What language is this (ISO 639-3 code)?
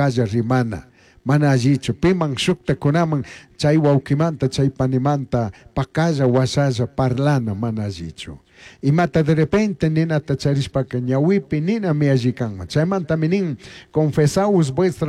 qug